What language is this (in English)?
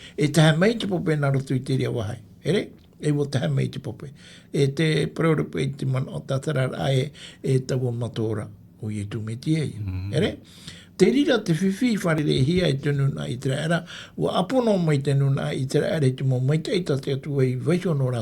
Tahitian